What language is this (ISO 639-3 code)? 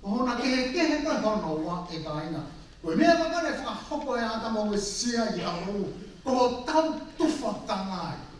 ton